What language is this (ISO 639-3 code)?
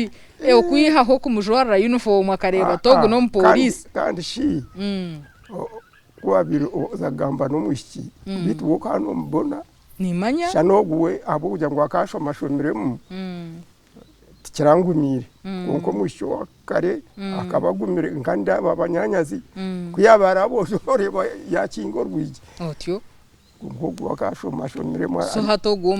nyn